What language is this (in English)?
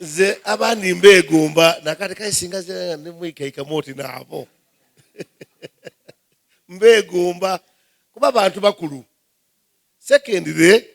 Soga